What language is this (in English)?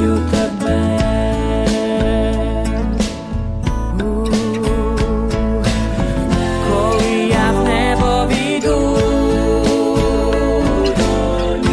Ukrainian